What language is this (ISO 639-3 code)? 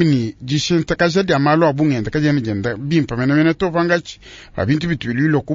lua